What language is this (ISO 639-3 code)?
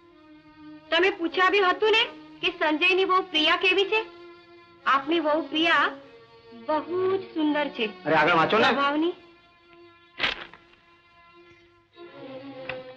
guj